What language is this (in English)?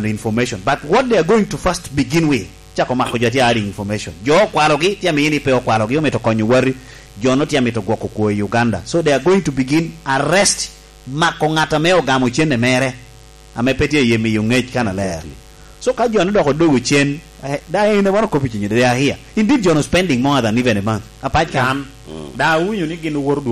Lango (Uganda)